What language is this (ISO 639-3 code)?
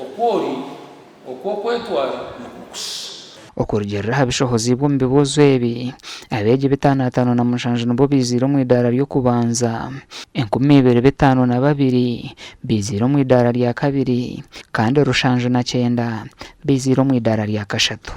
nyn